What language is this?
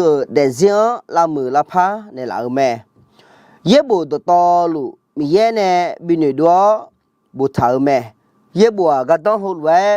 Akha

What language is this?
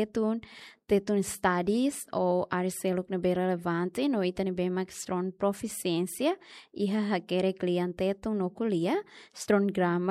Tetum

